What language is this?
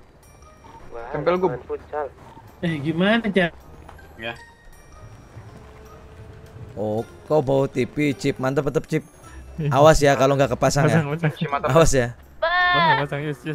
Indonesian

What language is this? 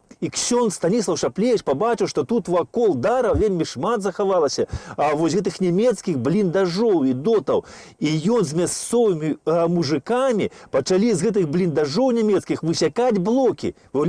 Belarusian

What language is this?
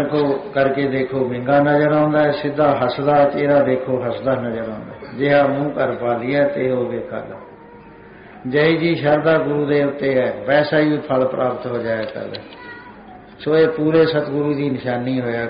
Punjabi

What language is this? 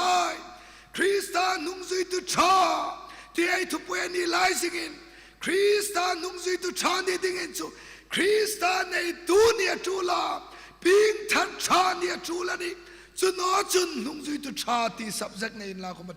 Hmar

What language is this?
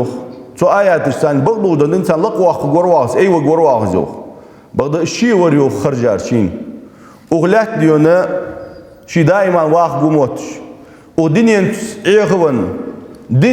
Ingush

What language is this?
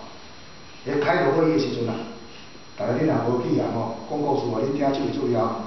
Min Nan Chinese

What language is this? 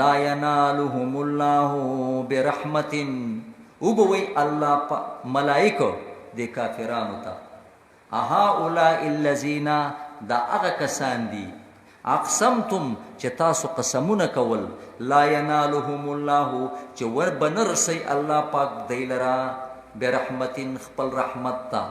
Pashto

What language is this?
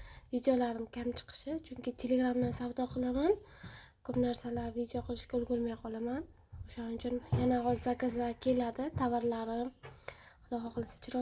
Uzbek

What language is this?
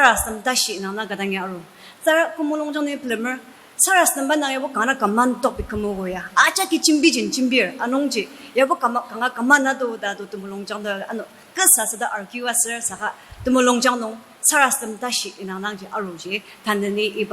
Ao Naga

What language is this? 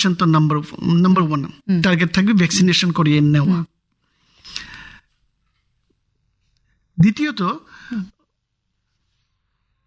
Bangla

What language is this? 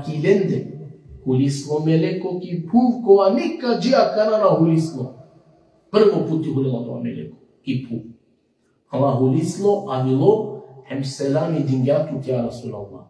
Balkan Romani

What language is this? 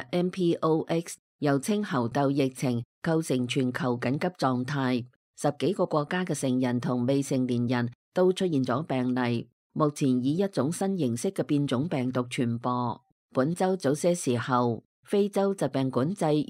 Cantonese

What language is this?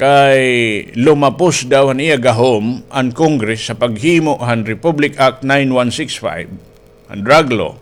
Waray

